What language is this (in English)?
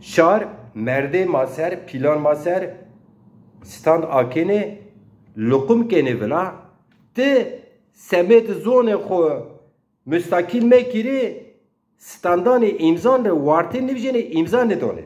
Zaza